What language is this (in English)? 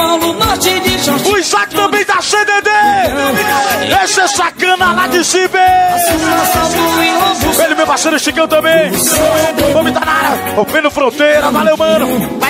Portuguese